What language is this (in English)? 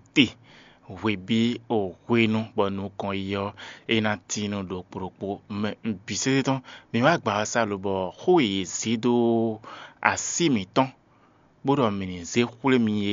Fon